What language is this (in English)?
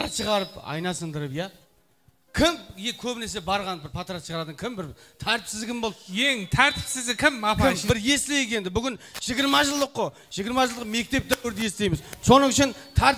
Kara-Kalpak